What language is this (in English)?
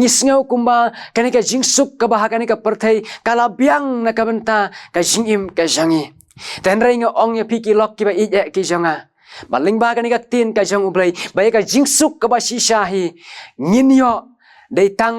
Khasi